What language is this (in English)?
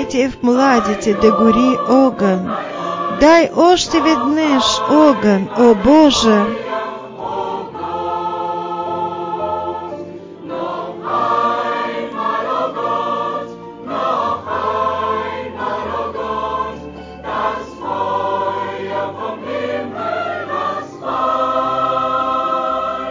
Bulgarian